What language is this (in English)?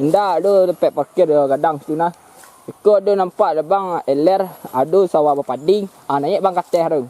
Minangkabau